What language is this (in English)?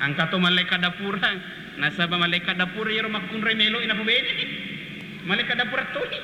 Buginese